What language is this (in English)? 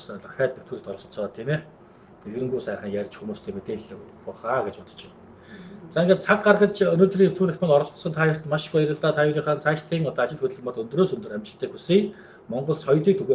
Mongolian